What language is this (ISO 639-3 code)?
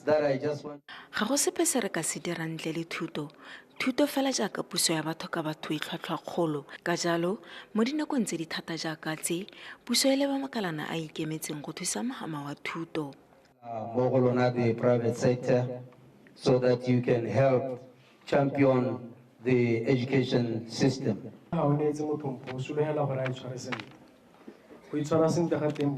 tsn